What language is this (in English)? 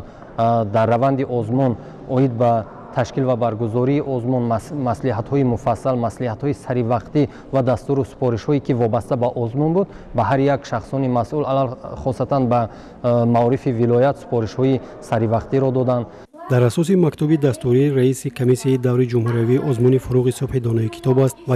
Tajik